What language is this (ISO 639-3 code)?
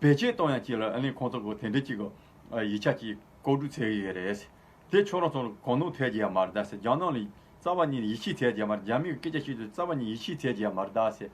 bod